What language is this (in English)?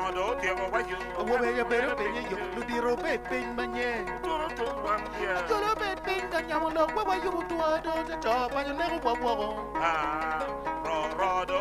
Acoli